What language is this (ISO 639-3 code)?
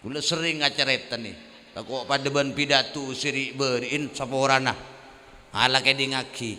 mad